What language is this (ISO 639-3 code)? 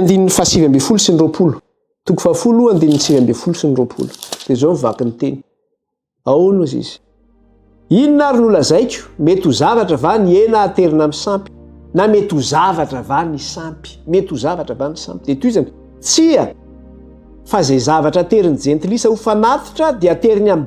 mlg